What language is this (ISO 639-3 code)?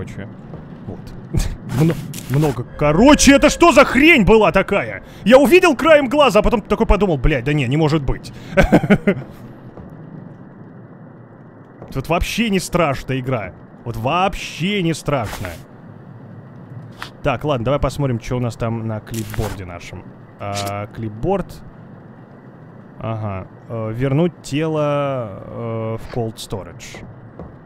rus